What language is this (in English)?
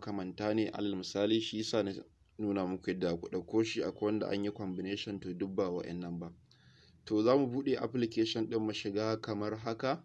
Hausa